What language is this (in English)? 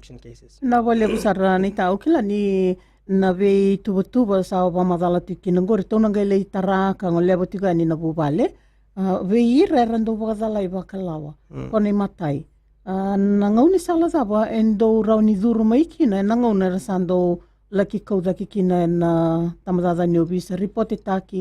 Fijian